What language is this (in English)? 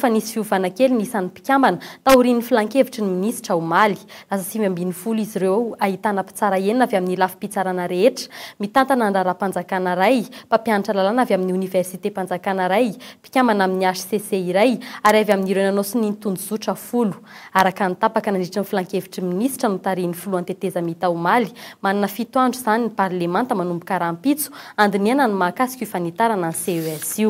Malagasy